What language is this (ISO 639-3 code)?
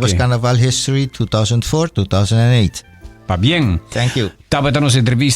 pap